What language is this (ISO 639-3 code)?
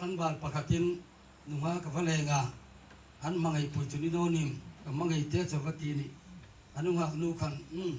hmr